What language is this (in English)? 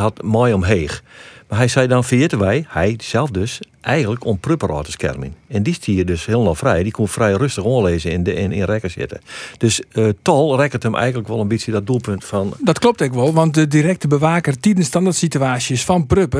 Western Frisian